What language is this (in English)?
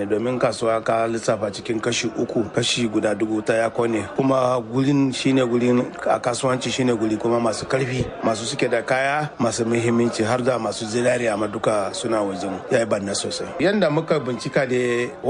Hausa